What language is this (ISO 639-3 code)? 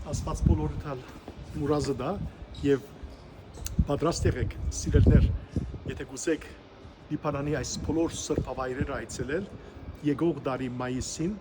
hyw